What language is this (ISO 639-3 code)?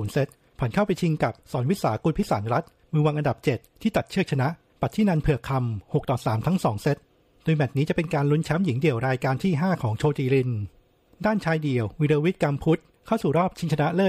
tha